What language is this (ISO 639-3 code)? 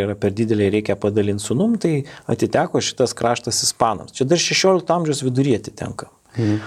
lit